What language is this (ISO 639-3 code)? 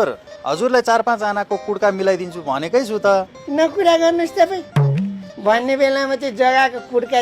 nep